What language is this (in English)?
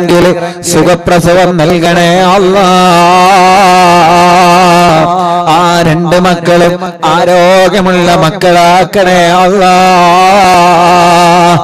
Malayalam